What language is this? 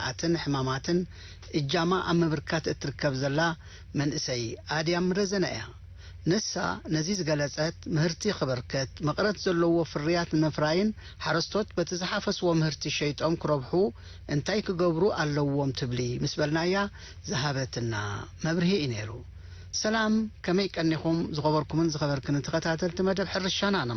Tigrinya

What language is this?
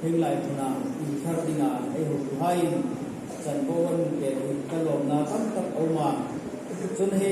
Hmar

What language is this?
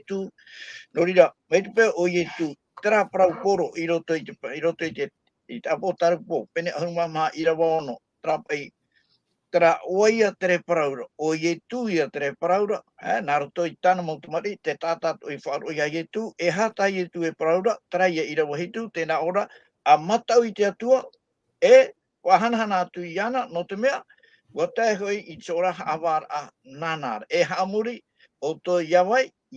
Tahitian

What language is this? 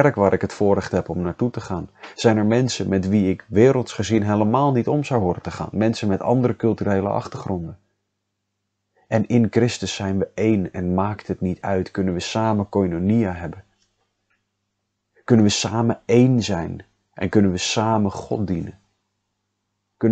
Dutch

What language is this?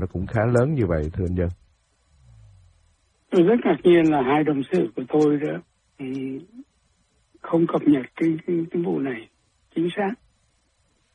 Vietnamese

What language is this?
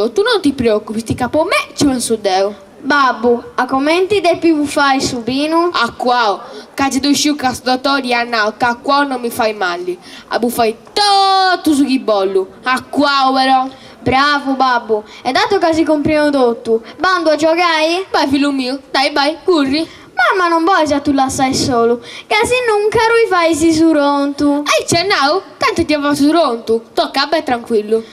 Sardinian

